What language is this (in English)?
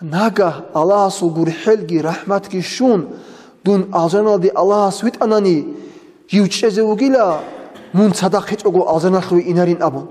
Avaric